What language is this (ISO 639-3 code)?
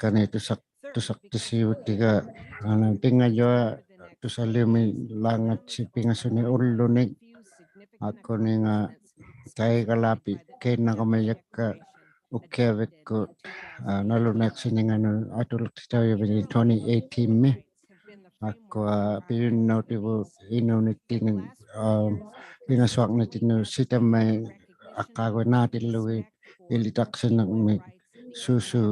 iku